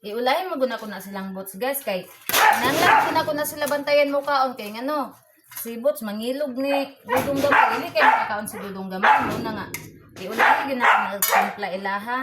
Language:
Cebuano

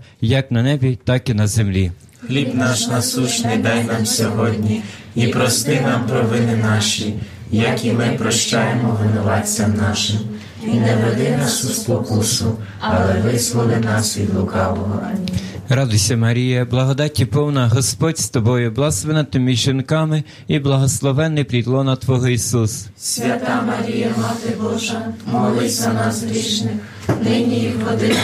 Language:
Ukrainian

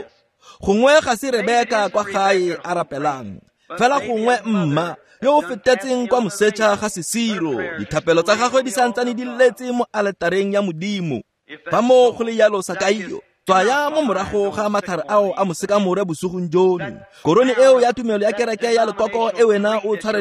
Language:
Tswana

